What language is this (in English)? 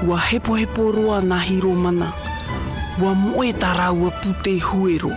Tahitian